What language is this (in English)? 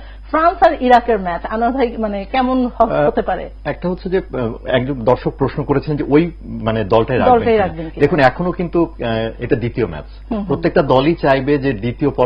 Bangla